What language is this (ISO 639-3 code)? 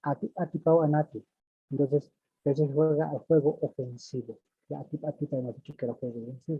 aym